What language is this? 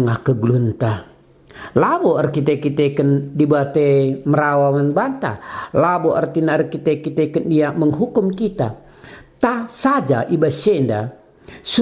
Batak Karo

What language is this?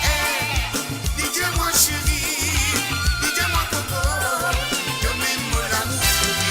Morisyen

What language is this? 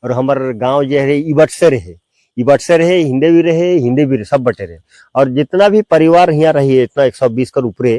Sadri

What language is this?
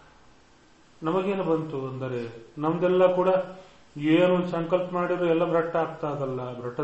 Kannada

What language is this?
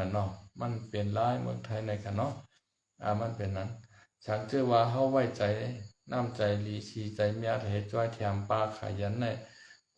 Shan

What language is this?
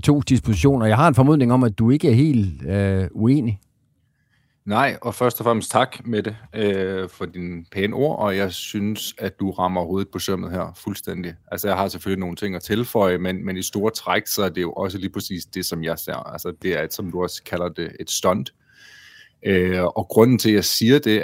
Danish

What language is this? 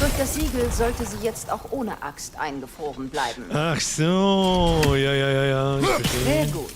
Bavarian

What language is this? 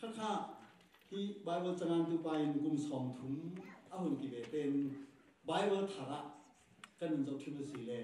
Falam Chin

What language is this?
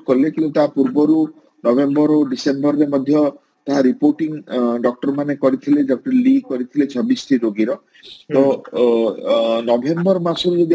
Odia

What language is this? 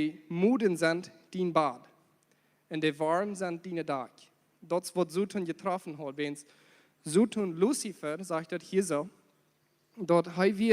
Plautdietsch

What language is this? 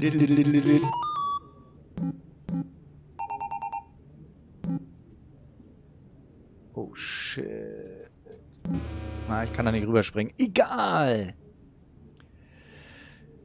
German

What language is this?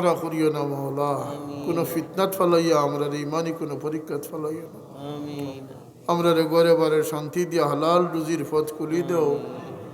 Sylheti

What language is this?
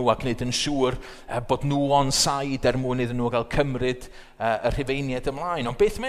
Welsh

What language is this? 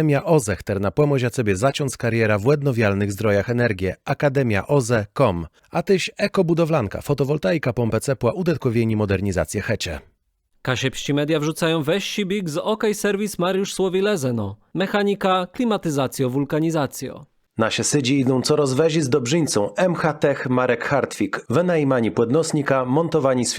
Kashubian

